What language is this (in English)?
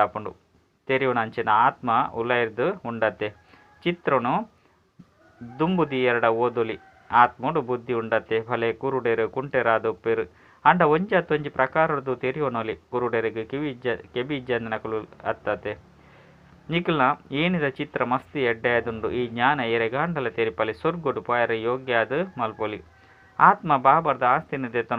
Tulu